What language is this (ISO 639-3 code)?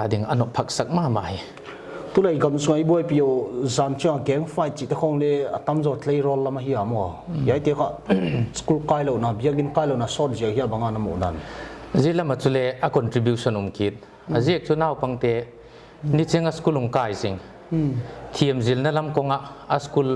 pck